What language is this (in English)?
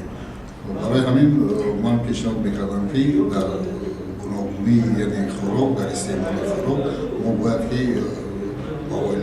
Tajik